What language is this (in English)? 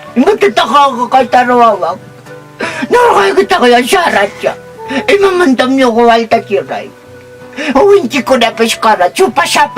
Quechua